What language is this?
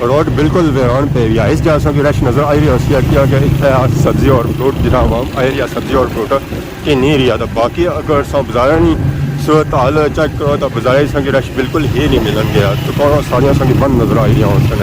Pahari-Potwari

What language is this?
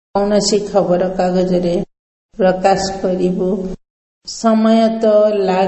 Odia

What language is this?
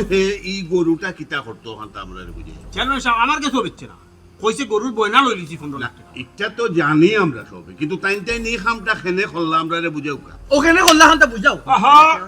Sylheti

